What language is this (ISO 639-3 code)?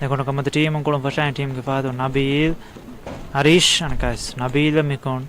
div